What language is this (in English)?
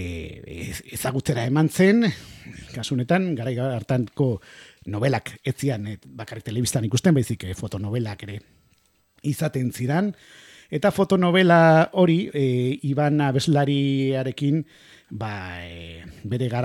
Basque